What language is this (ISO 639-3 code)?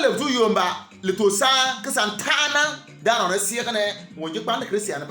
bim